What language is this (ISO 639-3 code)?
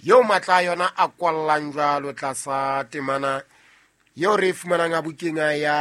sot